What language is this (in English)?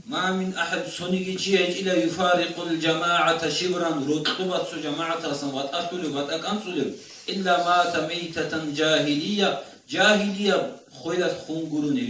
Avaric